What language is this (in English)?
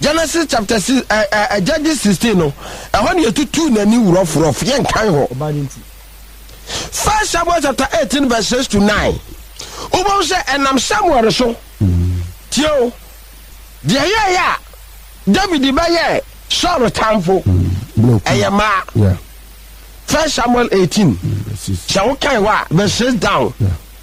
Akan